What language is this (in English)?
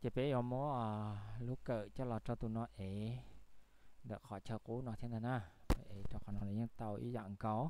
Hmong